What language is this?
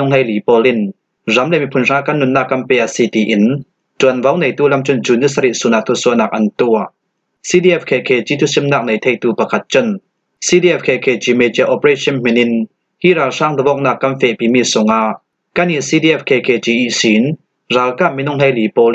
Falam Chin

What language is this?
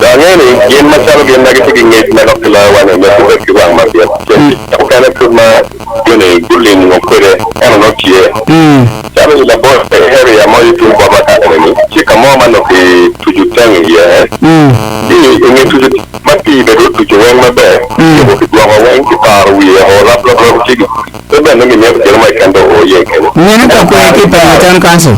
Acoli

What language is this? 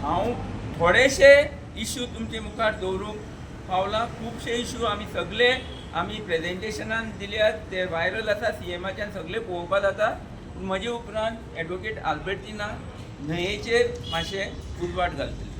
Konkani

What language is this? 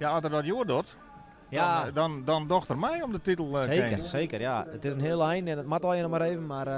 Western Frisian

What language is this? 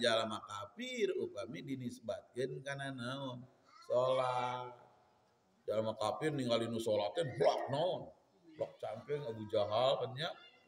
Sundanese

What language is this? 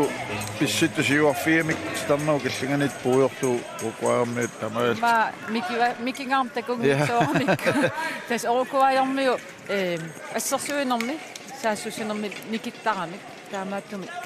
Kalaallisut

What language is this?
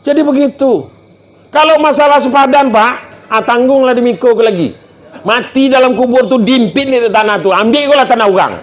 Minangkabau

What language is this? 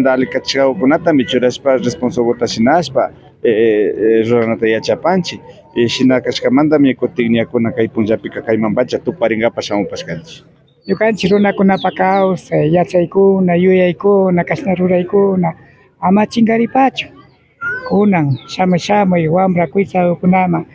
Imbabura Highland Quichua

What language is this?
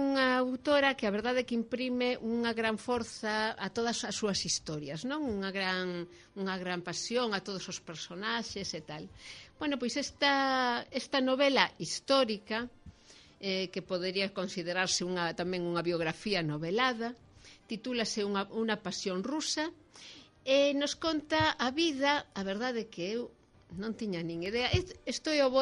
Galician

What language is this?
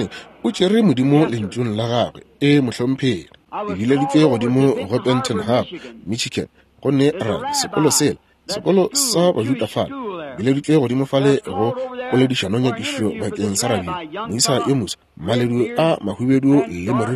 Northern Sotho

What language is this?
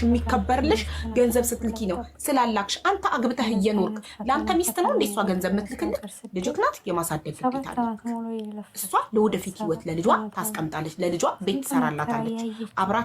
Amharic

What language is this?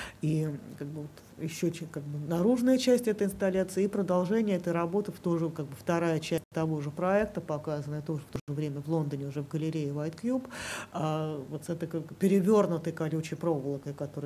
Russian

